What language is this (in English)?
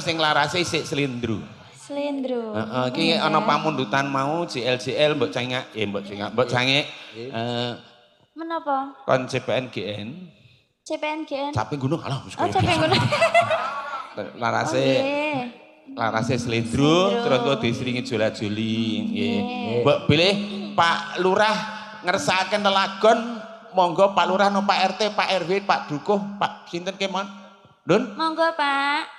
Javanese